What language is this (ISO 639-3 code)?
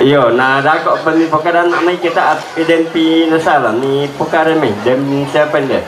sda